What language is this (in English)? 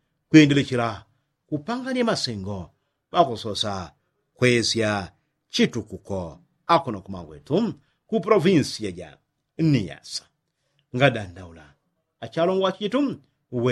Yao